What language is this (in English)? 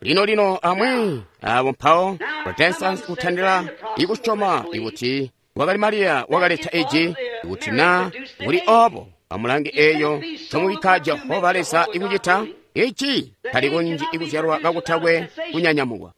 Tonga (Zambia)